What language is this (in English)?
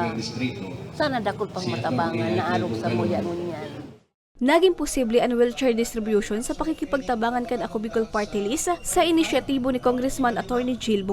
Bikol